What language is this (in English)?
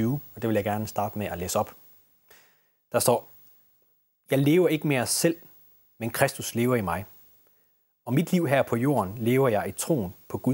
Danish